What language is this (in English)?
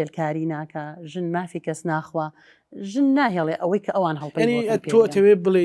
Central Kurdish